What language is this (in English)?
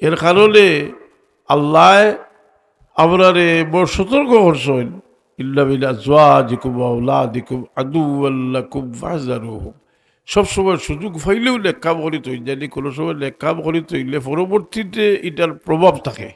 Sylheti